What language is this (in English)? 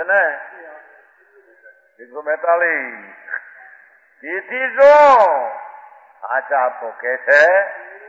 Gujarati